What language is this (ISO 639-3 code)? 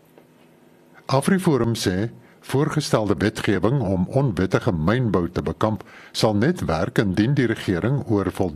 afr